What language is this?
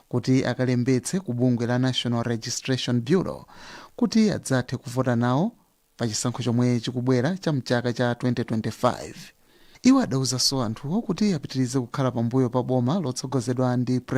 Nyanja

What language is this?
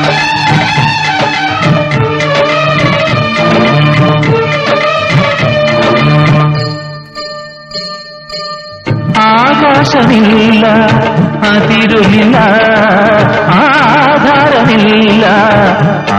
Malayalam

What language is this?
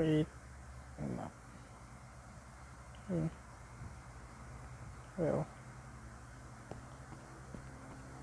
Filipino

